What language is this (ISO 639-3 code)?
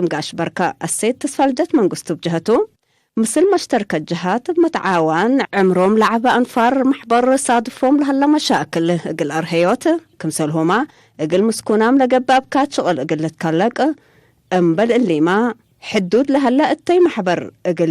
tig